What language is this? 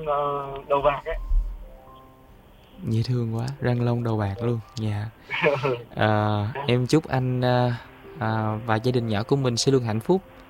Vietnamese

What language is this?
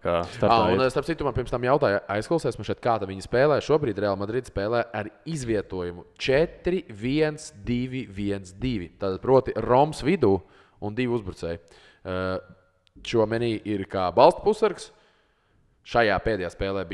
Latvian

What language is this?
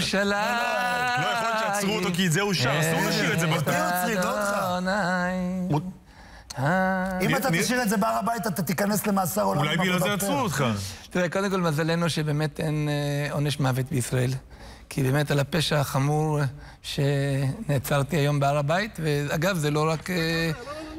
Hebrew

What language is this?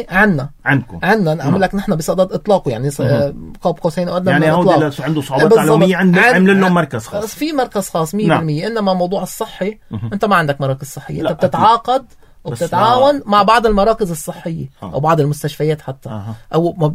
North Levantine Arabic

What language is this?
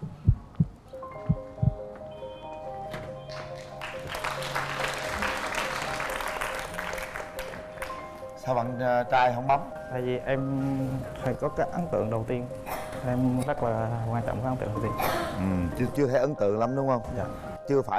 Vietnamese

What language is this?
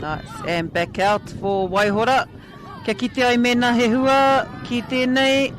Māori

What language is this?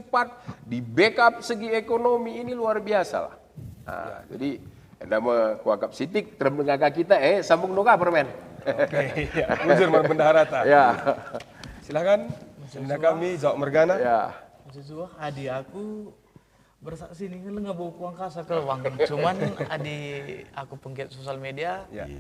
Batak Karo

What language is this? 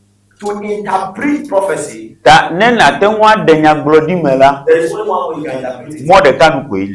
Ewe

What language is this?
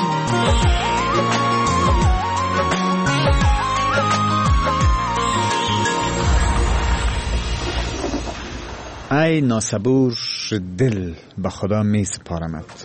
Persian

